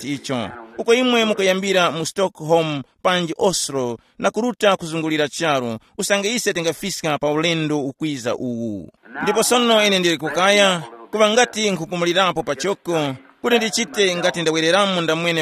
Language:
Tumbuka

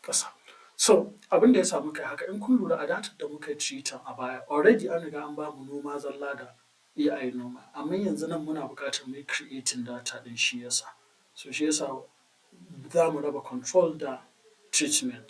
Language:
Hausa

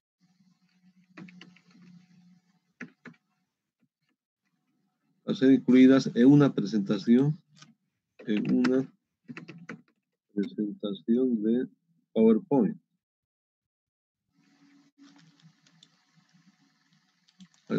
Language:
Spanish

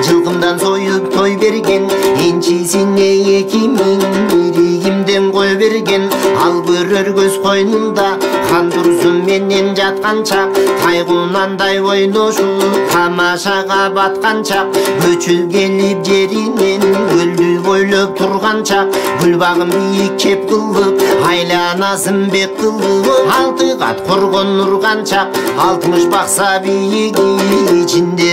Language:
Kyrgyz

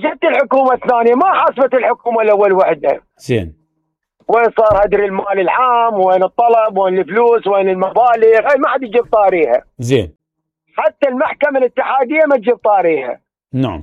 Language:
Mesopotamian Arabic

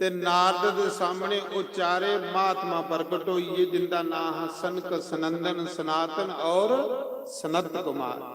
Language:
Dogri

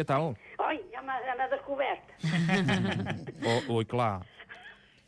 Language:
Catalan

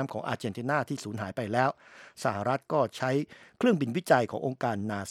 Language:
Thai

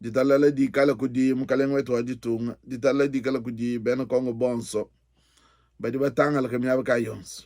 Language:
Luba-Lulua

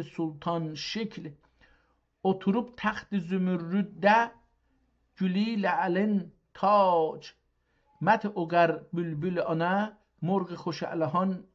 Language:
South Azerbaijani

